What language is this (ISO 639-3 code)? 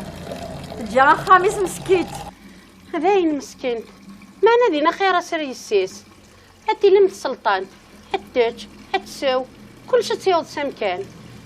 kab